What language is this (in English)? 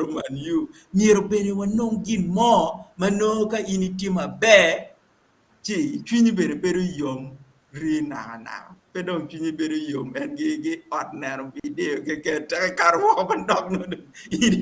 Acoli